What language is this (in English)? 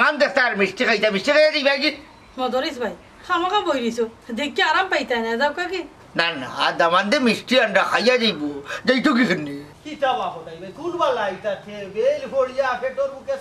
Sylheti